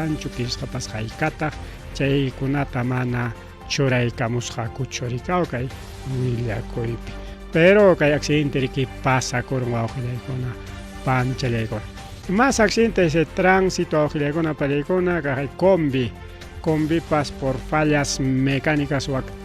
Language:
Ayacucho Quechua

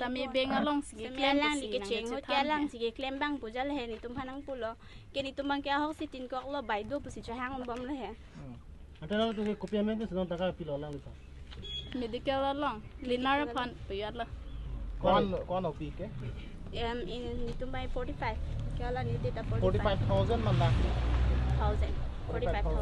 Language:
Karbi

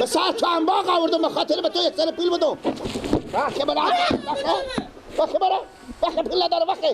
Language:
Persian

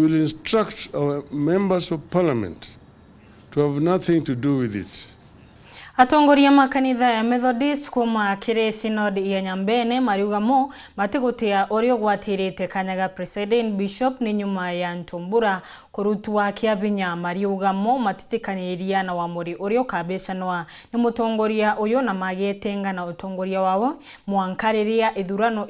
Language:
Meru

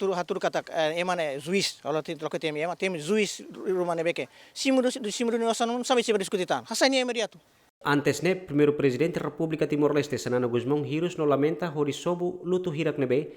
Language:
Tetum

